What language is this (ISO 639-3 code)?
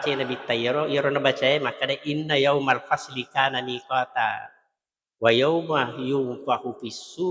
bug